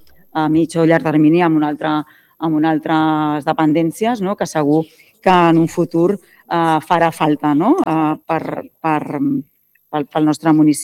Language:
Catalan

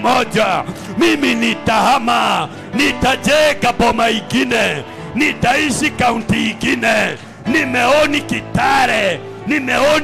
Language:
Swahili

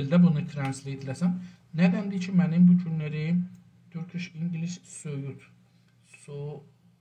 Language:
South Azerbaijani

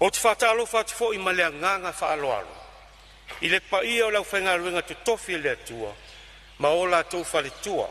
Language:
Samoan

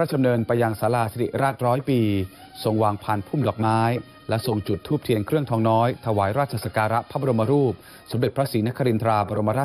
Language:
Thai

